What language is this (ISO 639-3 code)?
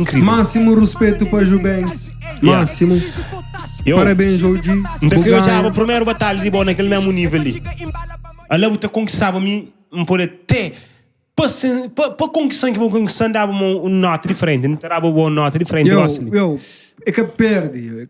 kea